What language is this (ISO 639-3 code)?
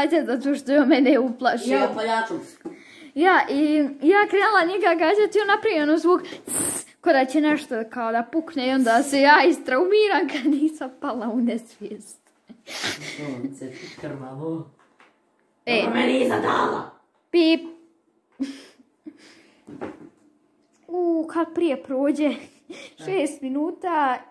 hrv